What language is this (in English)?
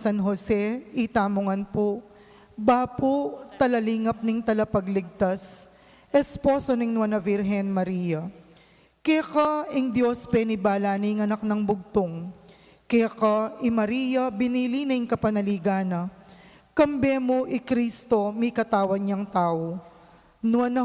Pampanga